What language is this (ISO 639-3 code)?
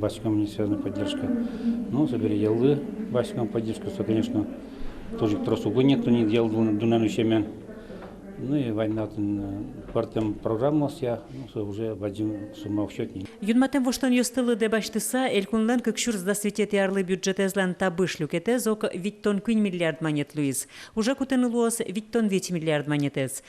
udm